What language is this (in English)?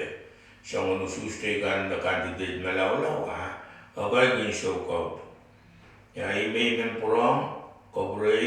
Pohnpeian